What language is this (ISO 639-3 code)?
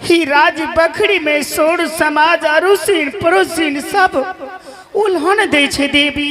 anp